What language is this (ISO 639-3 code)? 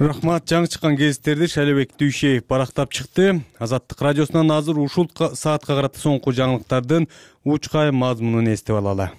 kir